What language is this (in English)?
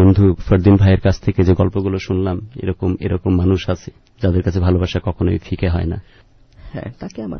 Bangla